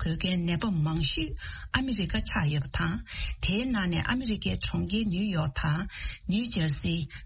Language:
Tibetan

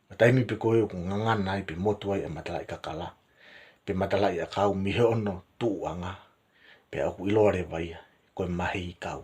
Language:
Tongan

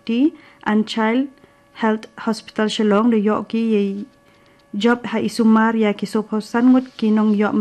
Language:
Khasi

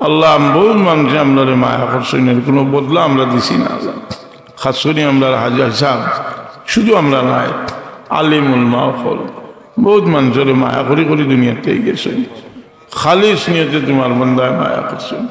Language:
Sylheti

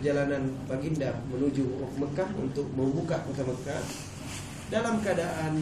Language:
Malay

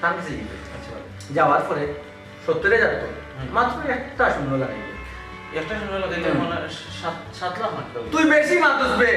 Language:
Sylheti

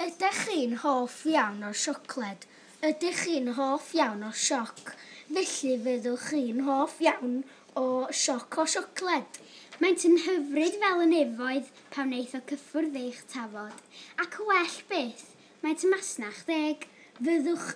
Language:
Welsh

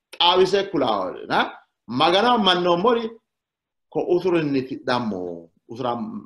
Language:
Sidamo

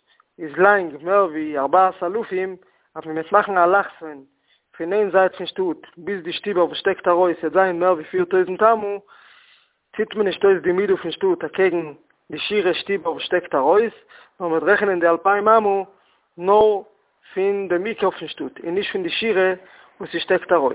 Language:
Yiddish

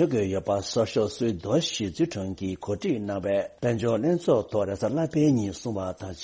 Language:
Tibetan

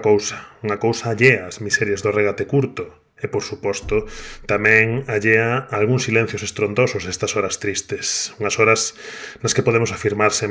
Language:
Galician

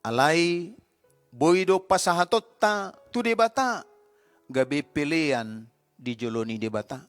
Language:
Batak Toba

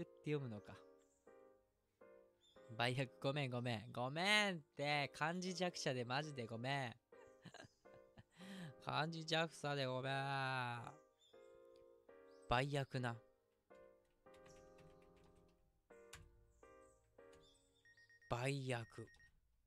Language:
Japanese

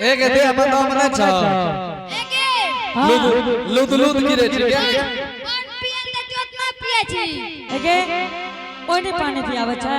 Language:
Angika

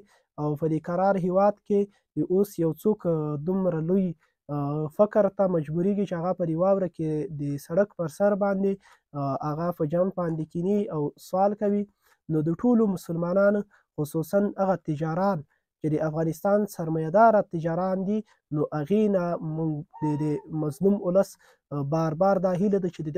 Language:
Pashto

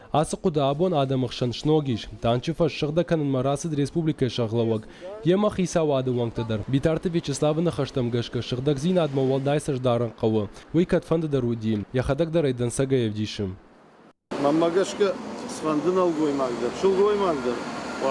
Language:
Ossetic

